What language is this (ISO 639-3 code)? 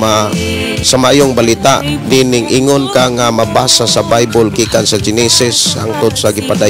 ceb